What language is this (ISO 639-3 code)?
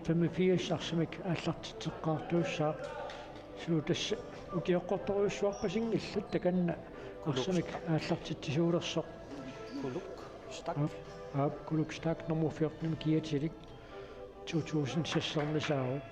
kal